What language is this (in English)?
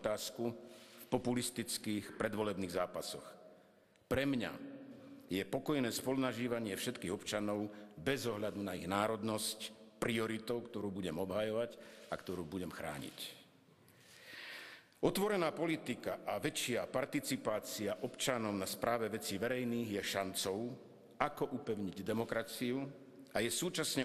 Slovak